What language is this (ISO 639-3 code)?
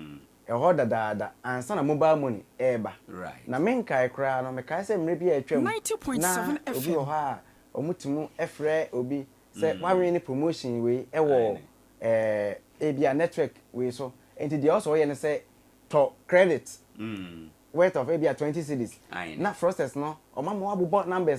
aka